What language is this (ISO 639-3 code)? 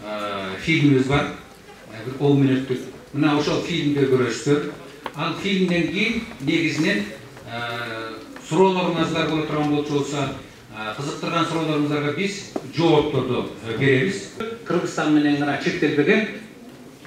kir